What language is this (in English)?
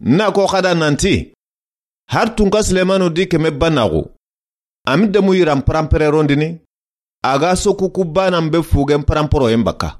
Soninke